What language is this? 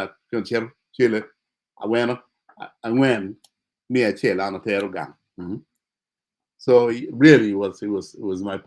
Acoli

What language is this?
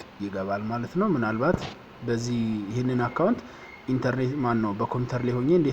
Amharic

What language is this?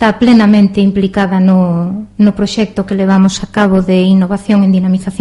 Galician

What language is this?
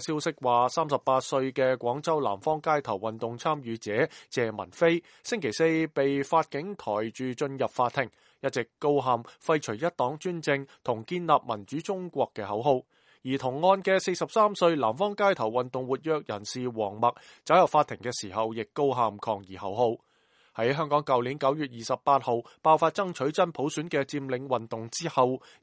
Cantonese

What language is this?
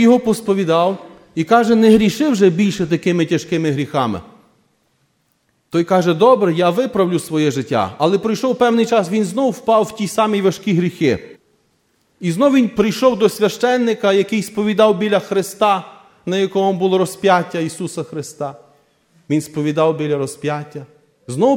Ukrainian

